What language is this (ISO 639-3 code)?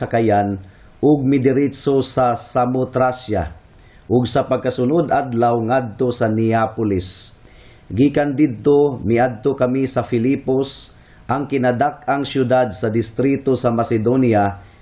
ceb